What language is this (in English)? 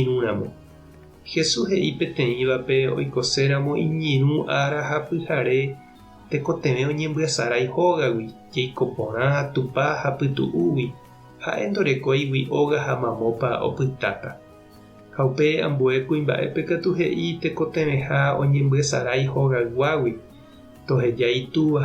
Guarani